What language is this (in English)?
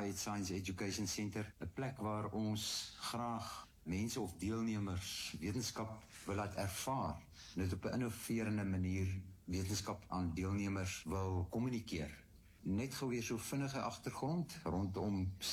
Afrikaans